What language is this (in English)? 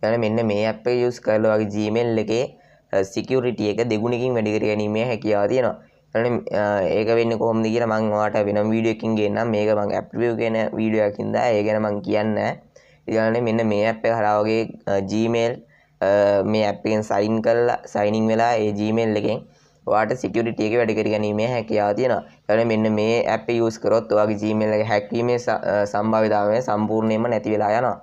Sinhala